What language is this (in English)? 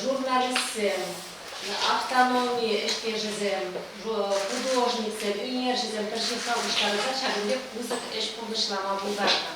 Chuvash